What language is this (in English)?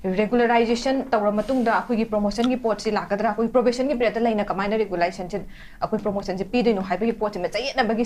Manipuri